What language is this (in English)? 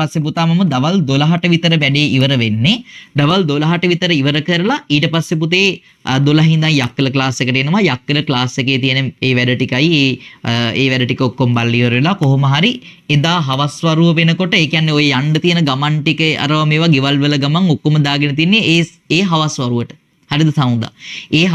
Sinhala